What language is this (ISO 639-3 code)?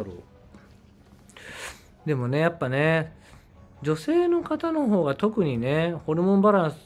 jpn